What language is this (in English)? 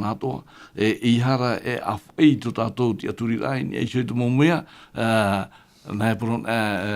Tahitian